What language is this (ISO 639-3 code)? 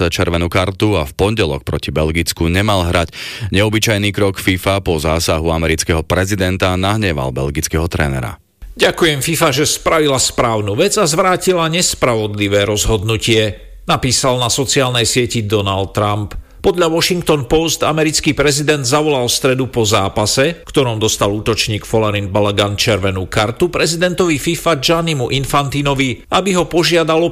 slk